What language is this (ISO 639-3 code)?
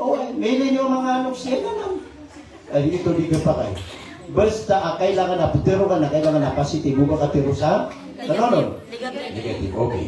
mrw